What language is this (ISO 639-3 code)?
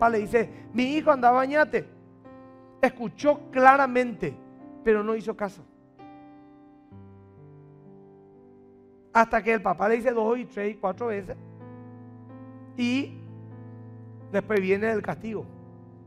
spa